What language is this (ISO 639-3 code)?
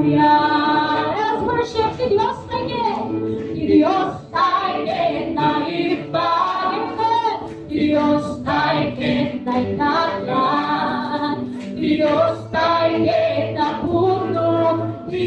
ilo